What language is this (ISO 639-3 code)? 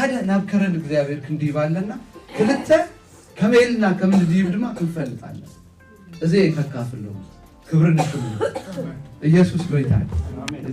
tir